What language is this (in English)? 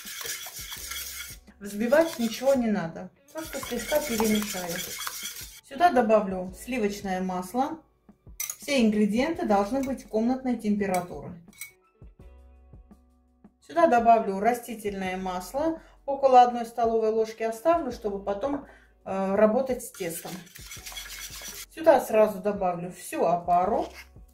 Russian